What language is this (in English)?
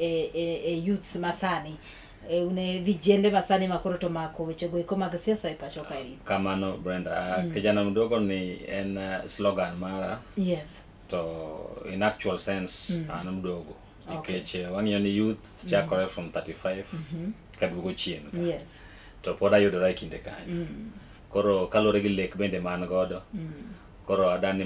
Luo (Kenya and Tanzania)